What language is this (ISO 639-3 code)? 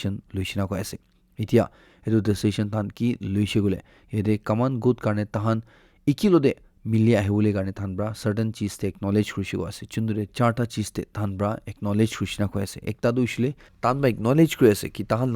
nag